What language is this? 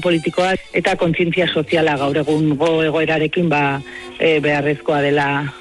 Basque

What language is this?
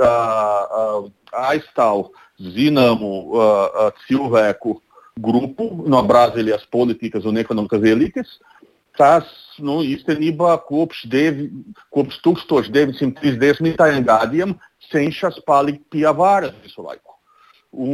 Latvian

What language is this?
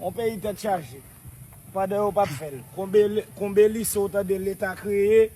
Haitian Creole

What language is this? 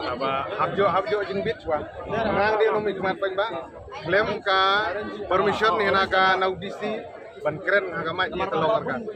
Khasi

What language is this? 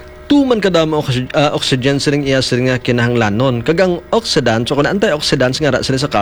Hiligaynon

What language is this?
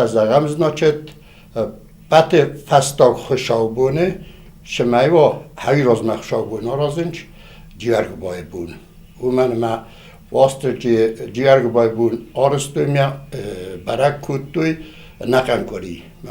Ossetic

